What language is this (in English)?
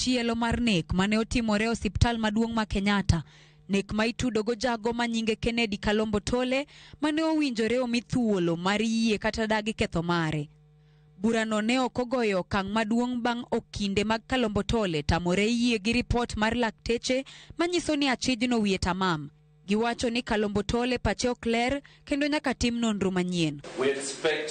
Luo (Kenya and Tanzania)